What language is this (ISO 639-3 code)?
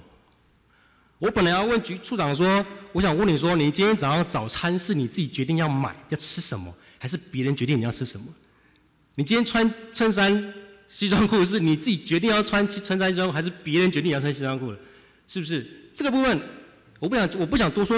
zho